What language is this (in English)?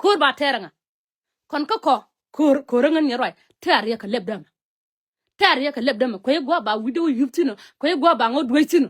Nuer